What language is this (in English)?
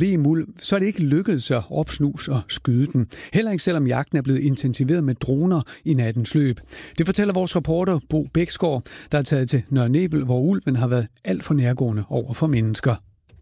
Danish